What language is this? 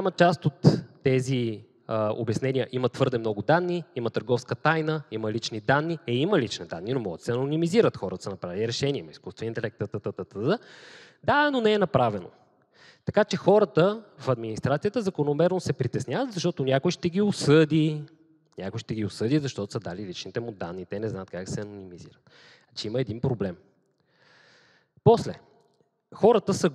Bulgarian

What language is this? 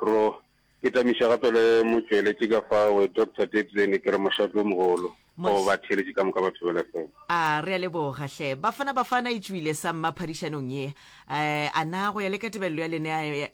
Northern Sotho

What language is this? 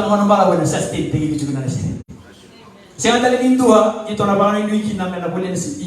Fijian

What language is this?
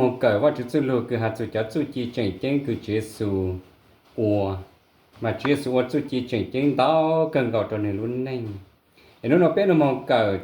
Hmong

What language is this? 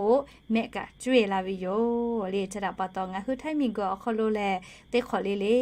Lahu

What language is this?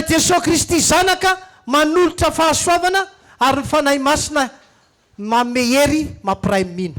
Malagasy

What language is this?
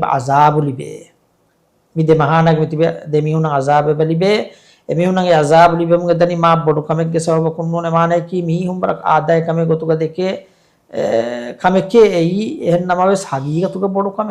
Divehi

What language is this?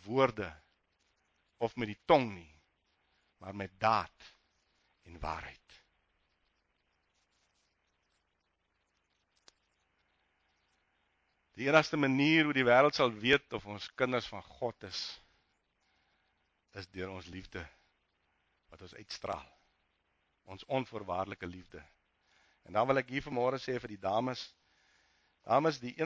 Afrikaans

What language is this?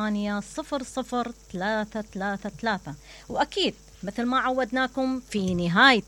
Mesopotamian Arabic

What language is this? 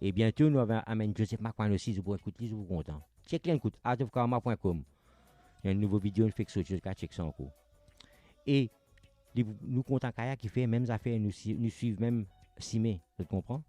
Morisyen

